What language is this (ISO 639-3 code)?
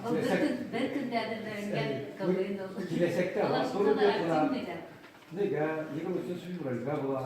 bak